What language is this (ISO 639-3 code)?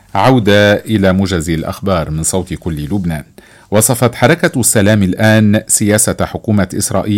ara